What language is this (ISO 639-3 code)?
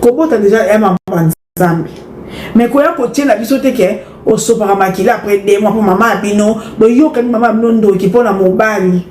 lin